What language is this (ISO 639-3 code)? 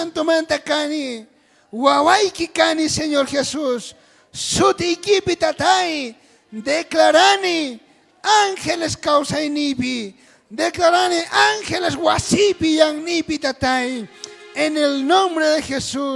quh